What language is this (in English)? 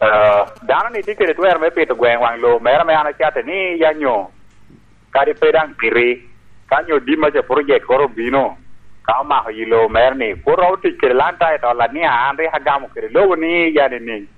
Lango (Uganda)